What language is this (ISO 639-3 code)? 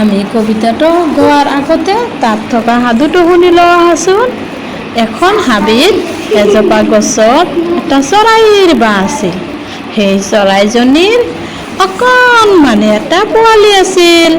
asm